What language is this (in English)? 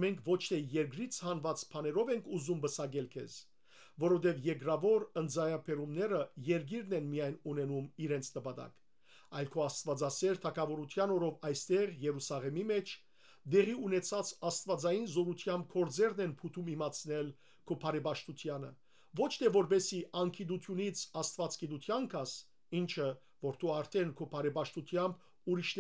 Western Armenian